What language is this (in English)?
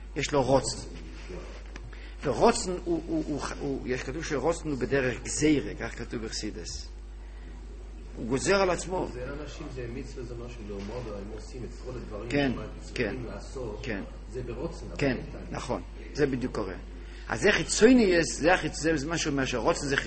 Hebrew